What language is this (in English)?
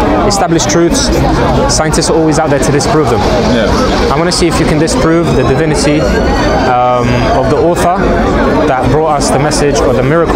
English